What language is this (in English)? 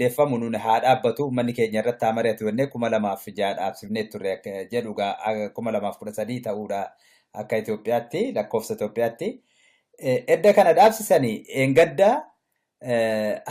Oromo